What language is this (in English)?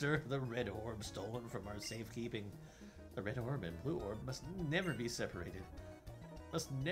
English